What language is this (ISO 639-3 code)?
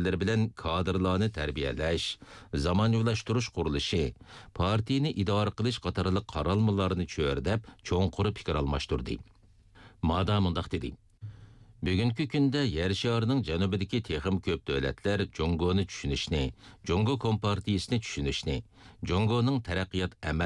uig